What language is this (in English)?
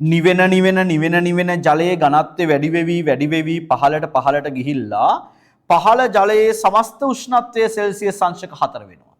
Sinhala